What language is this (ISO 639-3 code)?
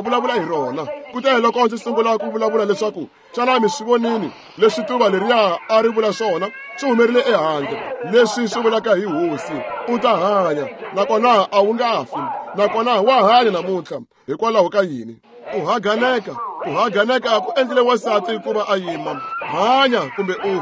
tso